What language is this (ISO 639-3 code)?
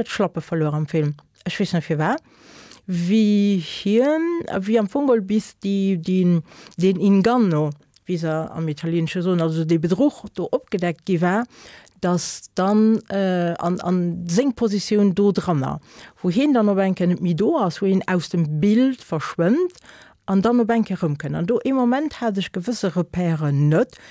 ltz